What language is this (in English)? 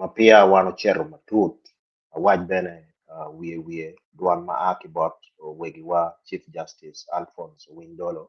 Acoli